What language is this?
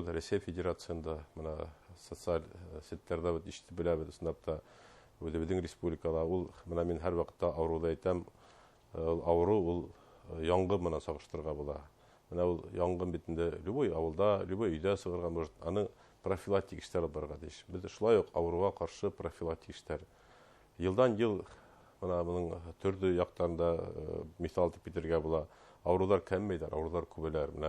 Bashkir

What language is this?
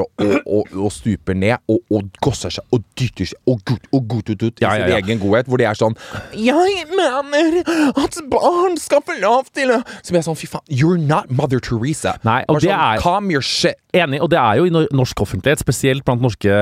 Norwegian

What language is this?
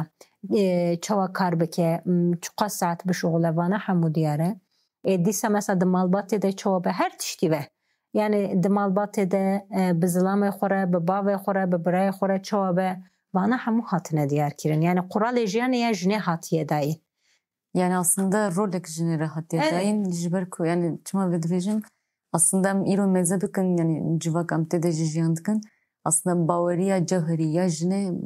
Kurdish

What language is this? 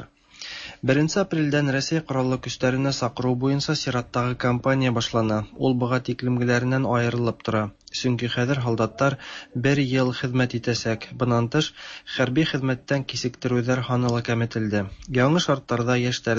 Tatar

